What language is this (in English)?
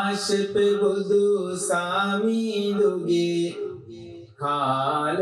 Sinhala